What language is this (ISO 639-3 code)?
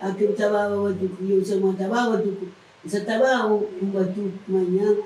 kea